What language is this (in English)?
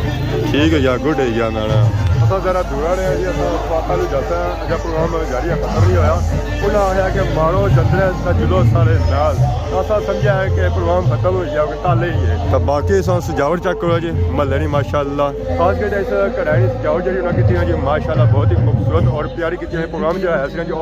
Pahari-Potwari